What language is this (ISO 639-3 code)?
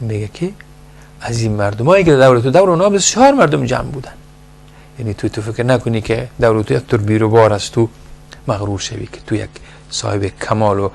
fas